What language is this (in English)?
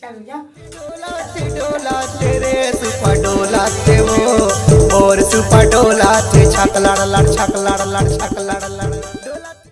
Chhattisgarhi